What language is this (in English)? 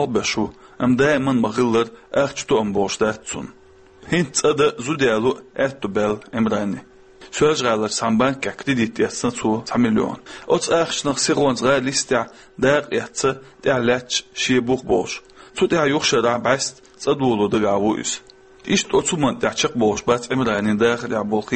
Chechen